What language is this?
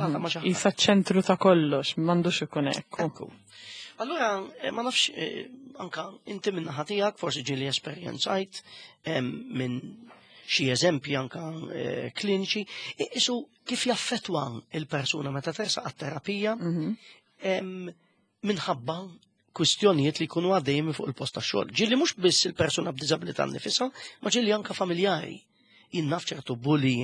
Maltese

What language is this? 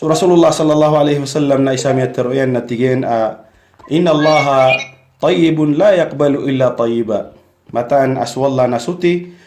Maranao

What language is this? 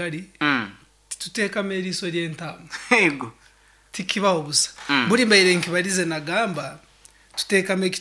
Nyoro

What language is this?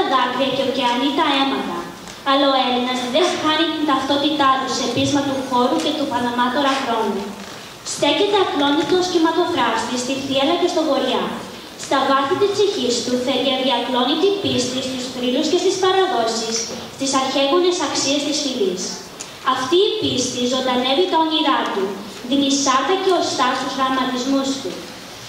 Greek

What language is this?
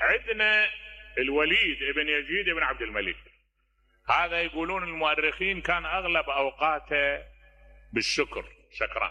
Mesopotamian Arabic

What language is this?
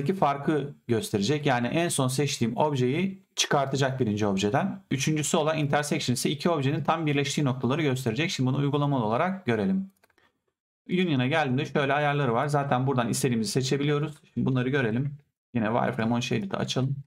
Turkish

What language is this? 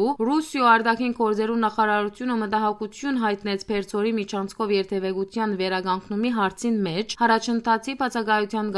Western Armenian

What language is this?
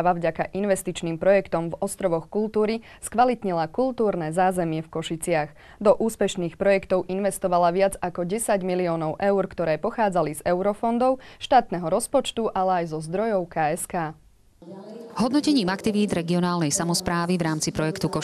Slovak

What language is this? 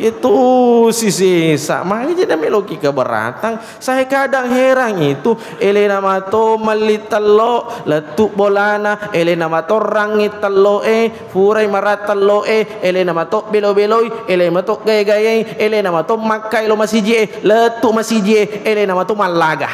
Buginese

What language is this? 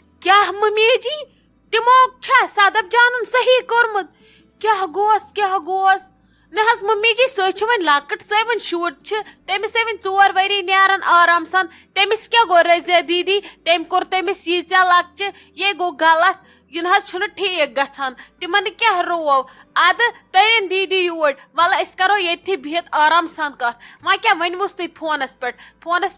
Kashmiri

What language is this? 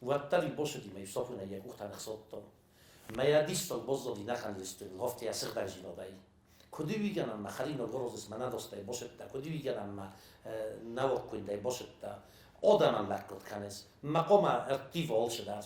Ossetic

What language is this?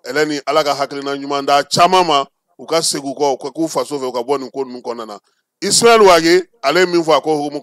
Bambara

